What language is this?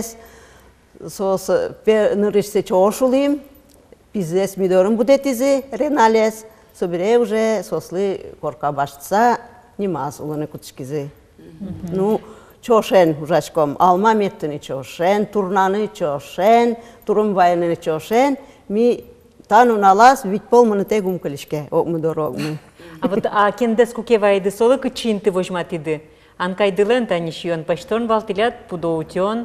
Udmurt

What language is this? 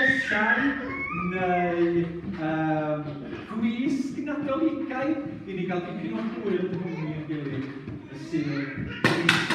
Welsh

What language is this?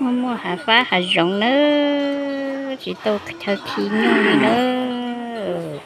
Hmong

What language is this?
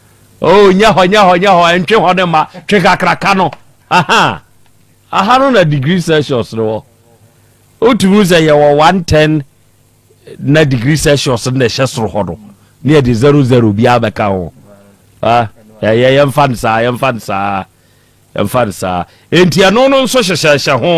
Akan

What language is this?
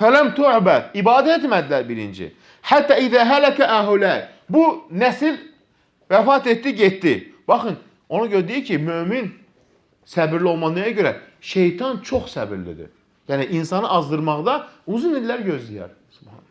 Azerbaijani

